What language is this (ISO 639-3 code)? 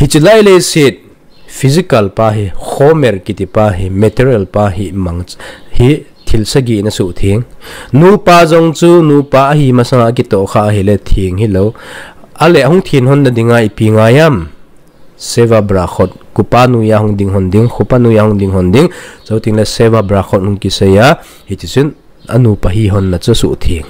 tcz